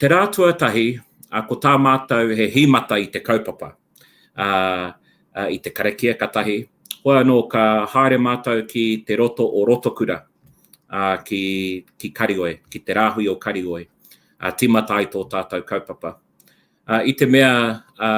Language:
Māori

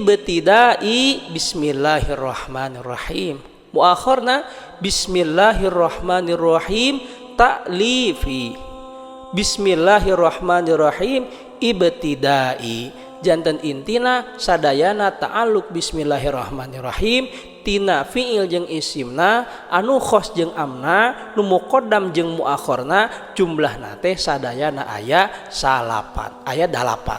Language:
Sundanese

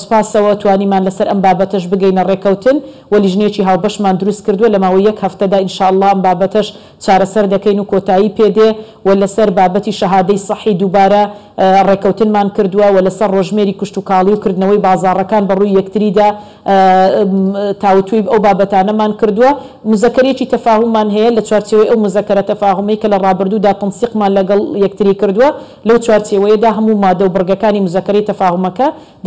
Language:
Central Kurdish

